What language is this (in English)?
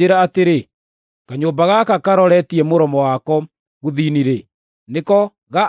Kikuyu